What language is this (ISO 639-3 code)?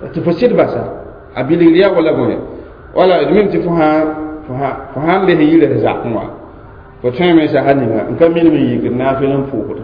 mos